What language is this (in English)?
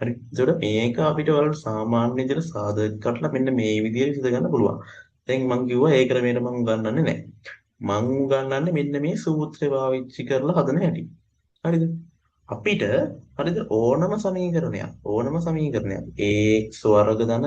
Sinhala